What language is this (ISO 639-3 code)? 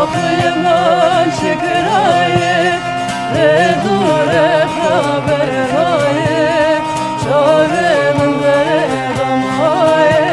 kur